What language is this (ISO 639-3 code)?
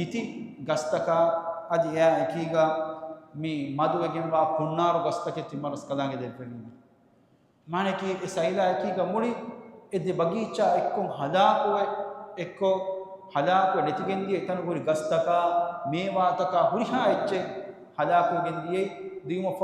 div